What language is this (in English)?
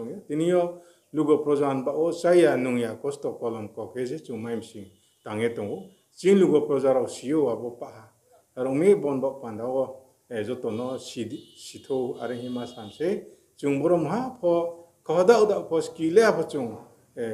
Riang (India)